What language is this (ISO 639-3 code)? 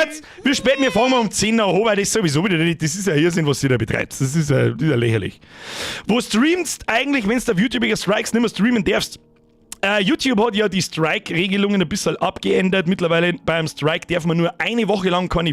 bar